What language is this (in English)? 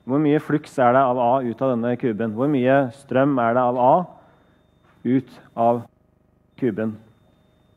Norwegian